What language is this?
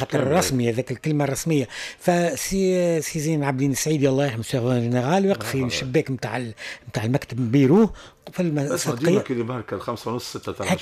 Tunisian Arabic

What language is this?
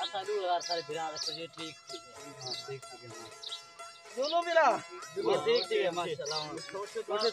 Saraiki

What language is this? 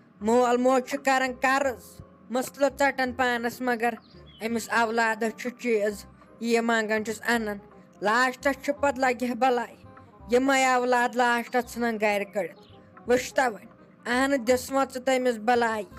Kashmiri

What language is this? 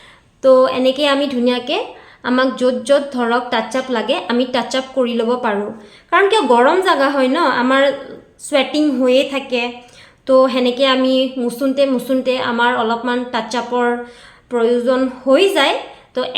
Assamese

